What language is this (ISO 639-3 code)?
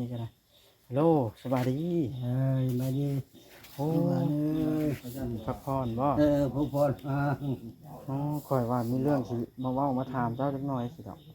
tts